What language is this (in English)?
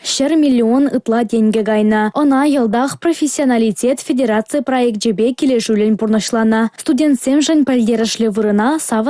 Chuvash